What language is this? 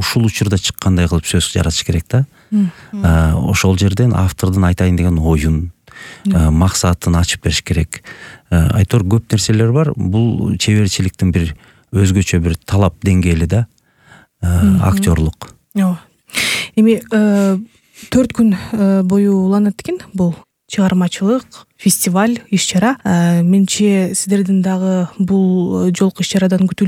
Kyrgyz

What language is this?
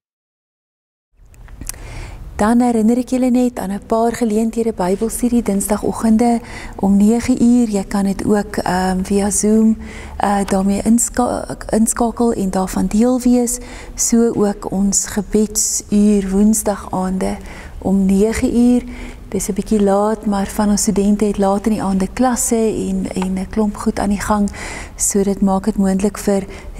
Afrikaans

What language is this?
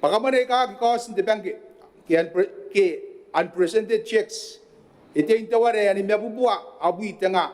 Gilbertese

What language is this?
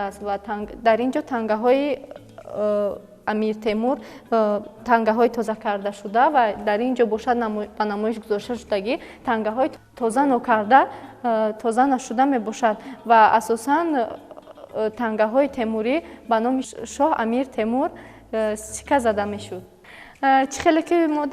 Tajik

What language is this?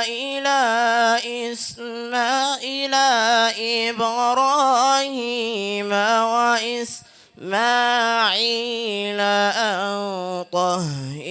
Fula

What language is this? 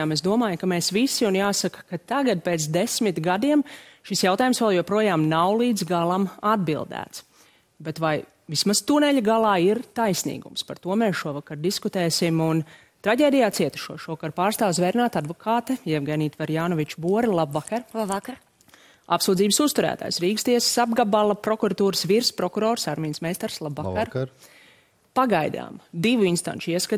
Latvian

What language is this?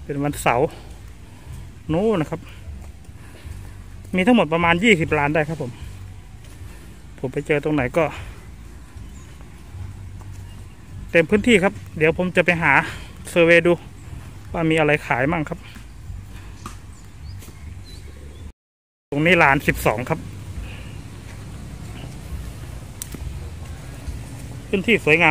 Thai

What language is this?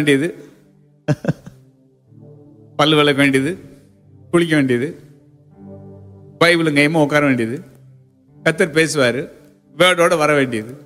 Tamil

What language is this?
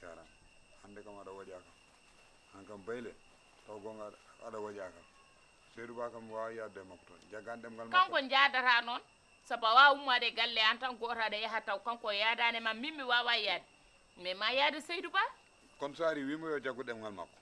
Fula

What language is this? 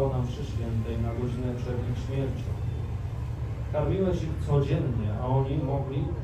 Polish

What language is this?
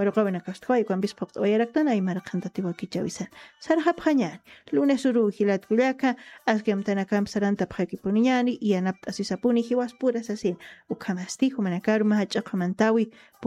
Aymara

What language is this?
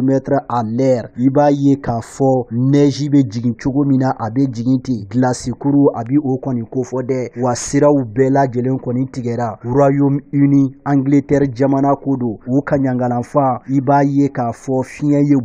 Bambara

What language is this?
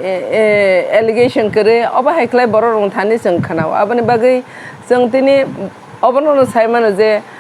Kok Borok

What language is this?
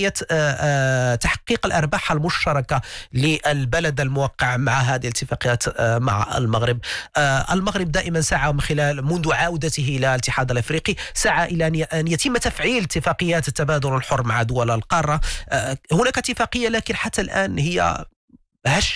Arabic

